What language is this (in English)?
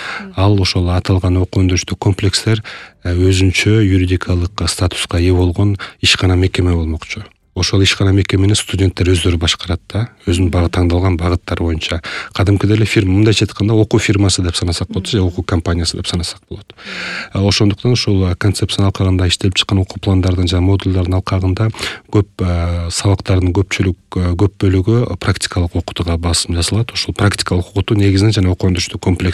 Kyrgyz